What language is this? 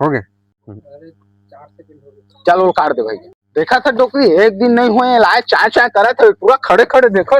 Chhattisgarhi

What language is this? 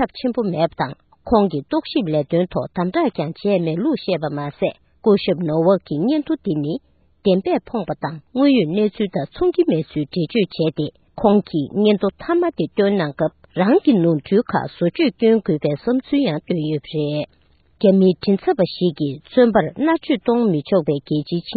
Tibetan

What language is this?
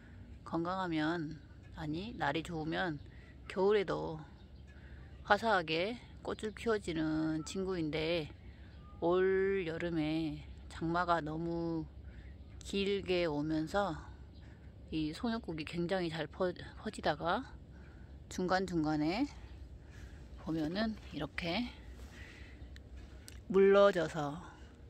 Korean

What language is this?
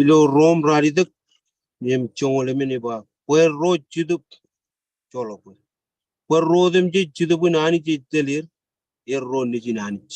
Marshallese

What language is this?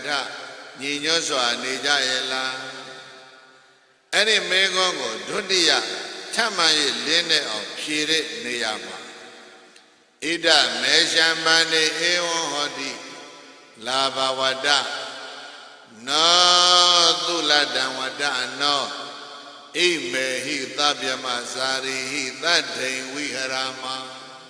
Burmese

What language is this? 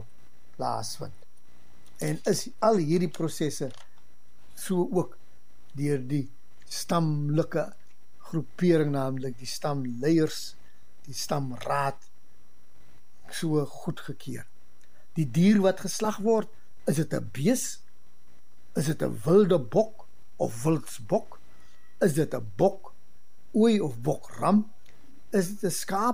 Afrikaans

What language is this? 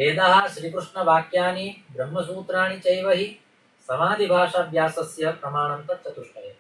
Sanskrit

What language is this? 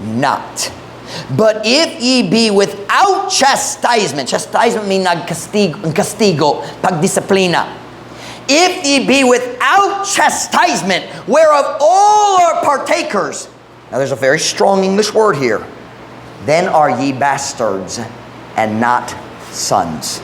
Cebuano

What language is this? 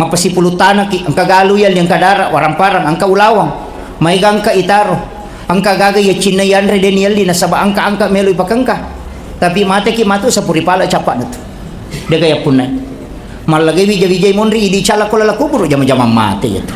Buginese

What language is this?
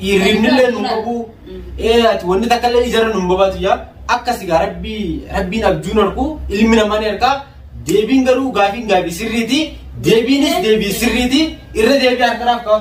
Oromo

